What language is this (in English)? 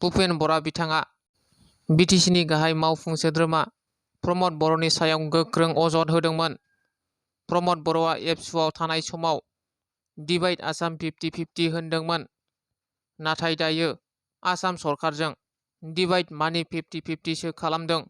Bodo